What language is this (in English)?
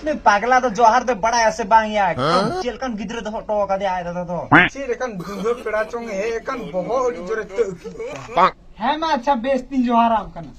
Santali